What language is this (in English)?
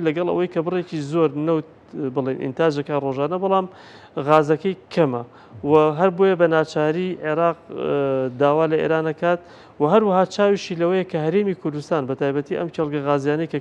Central Kurdish